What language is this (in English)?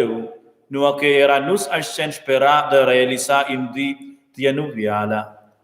Romansh